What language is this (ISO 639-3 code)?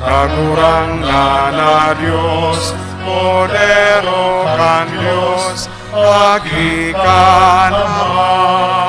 bik